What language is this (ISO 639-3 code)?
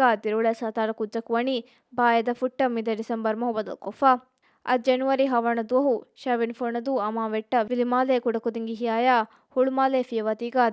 div